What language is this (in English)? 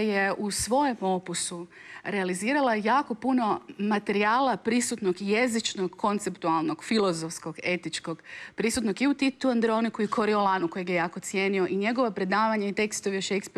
Croatian